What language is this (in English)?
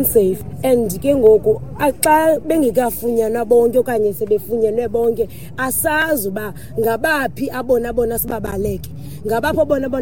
Xhosa